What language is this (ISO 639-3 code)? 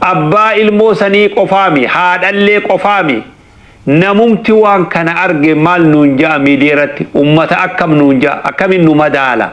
orm